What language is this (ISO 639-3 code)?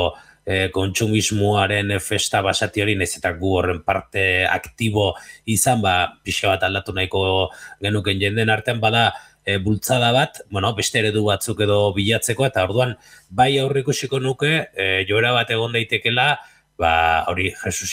eus